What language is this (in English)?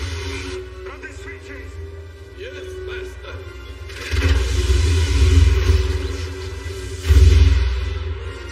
English